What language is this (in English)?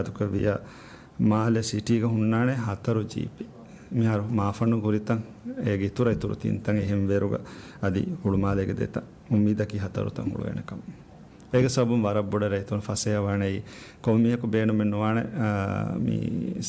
Divehi